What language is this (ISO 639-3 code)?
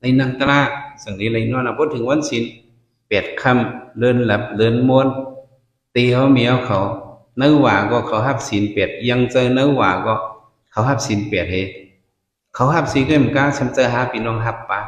shn